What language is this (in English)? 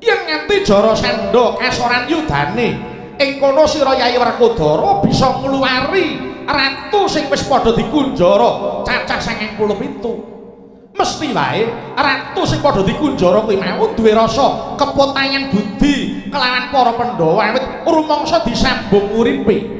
Javanese